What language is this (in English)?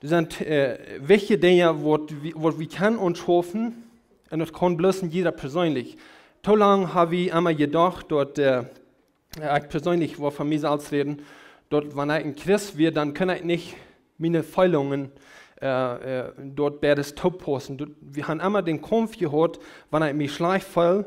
Plautdietsch